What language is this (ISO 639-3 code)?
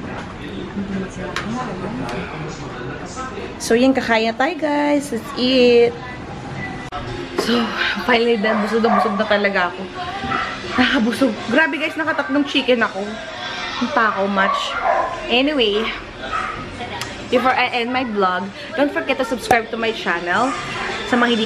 fil